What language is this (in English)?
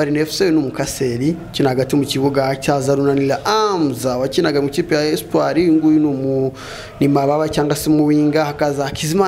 Kinyarwanda